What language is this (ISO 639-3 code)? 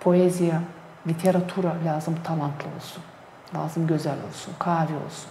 gag